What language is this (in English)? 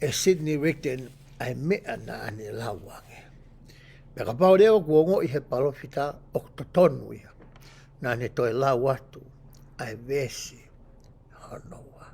Tongan